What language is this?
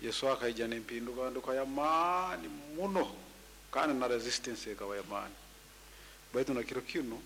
Nyoro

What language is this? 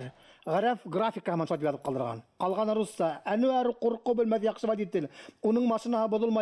Bashkir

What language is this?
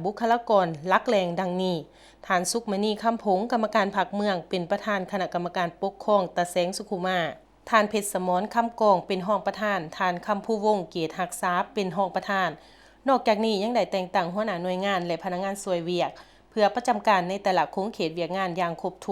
Lao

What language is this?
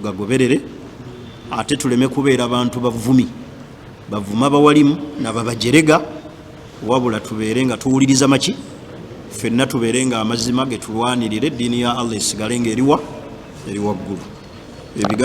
Ganda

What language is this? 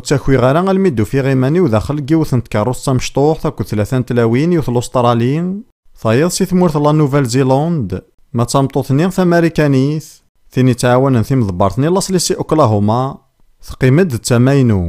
Kabyle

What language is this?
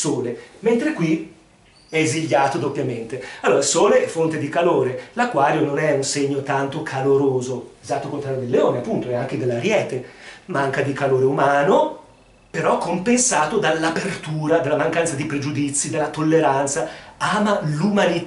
Italian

